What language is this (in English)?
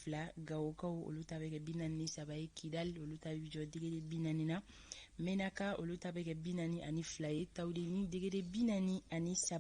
Bambara